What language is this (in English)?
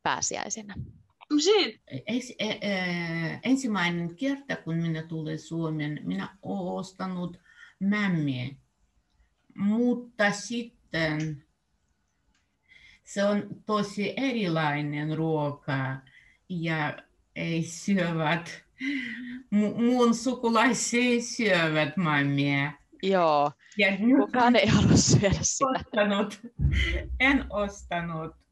Finnish